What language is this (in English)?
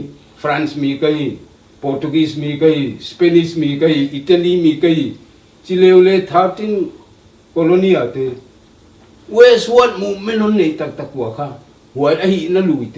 Tedim Chin